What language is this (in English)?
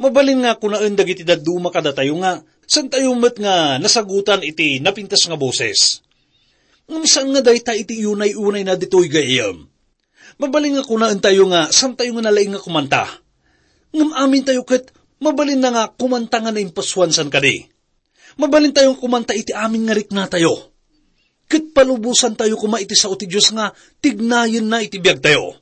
Iloko